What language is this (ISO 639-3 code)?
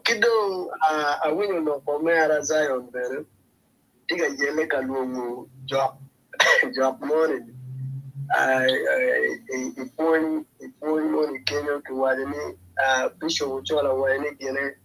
ach